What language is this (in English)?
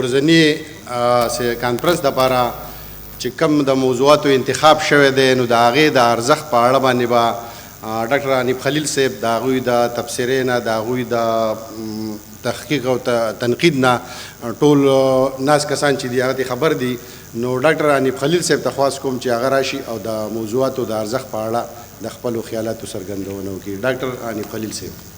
Pashto